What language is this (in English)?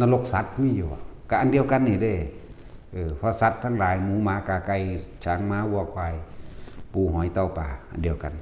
Northeastern Thai